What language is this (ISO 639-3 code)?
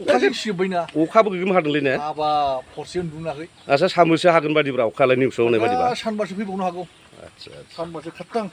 brx